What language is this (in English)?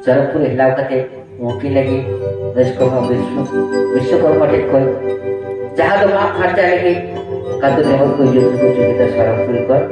Santali